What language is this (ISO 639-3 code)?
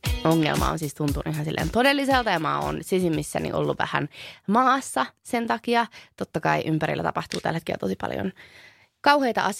fin